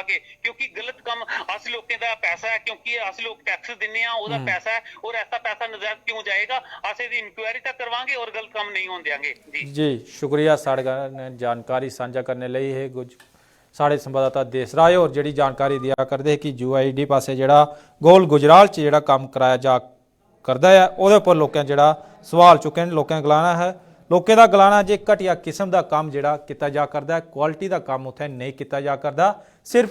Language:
Dogri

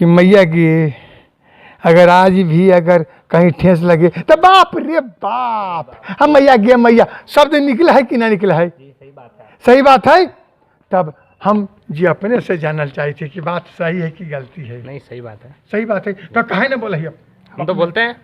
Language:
Magahi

